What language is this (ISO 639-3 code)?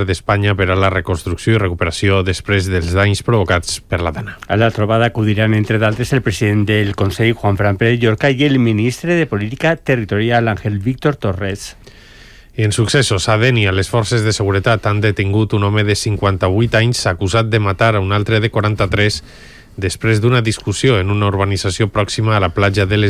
cat